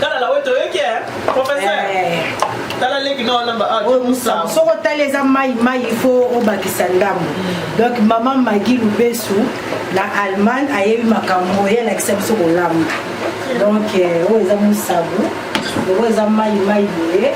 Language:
Lingala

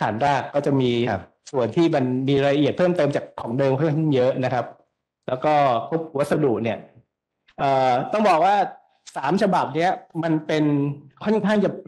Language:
Thai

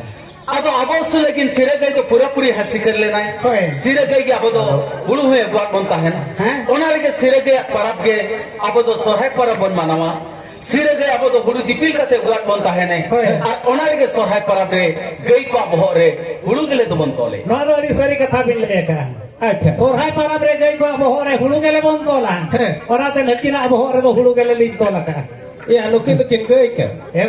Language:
Santali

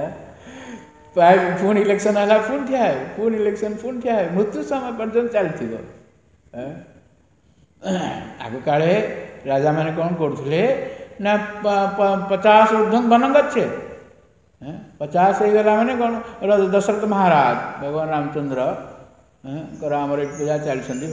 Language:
Odia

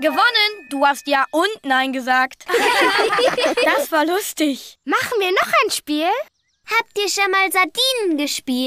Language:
German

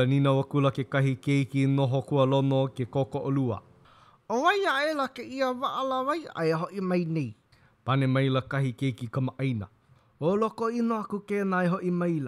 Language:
Hawaiian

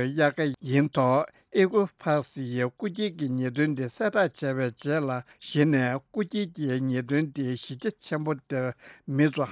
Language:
Tibetan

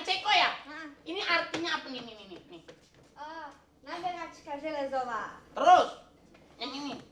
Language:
Betawi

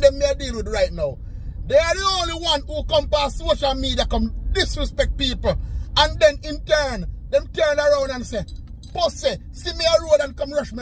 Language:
Jamaican Creole English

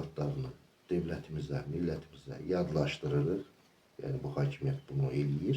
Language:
Azerbaijani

